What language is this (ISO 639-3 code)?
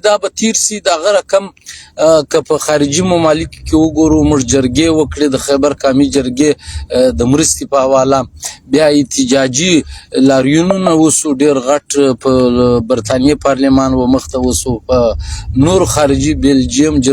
pus